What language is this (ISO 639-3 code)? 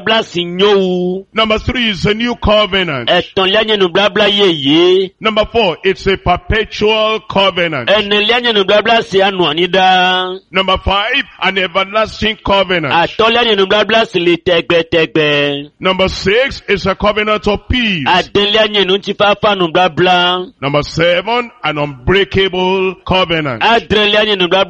ewe